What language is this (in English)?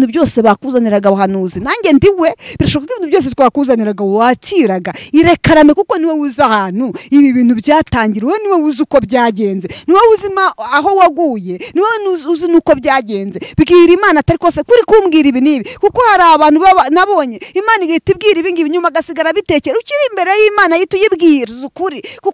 Kinyarwanda